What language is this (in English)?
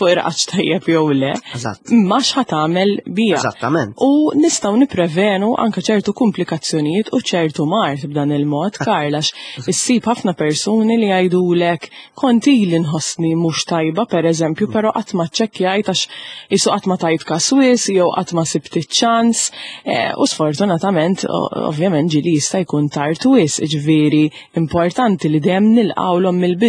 Maltese